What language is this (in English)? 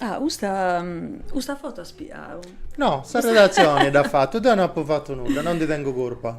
Sardinian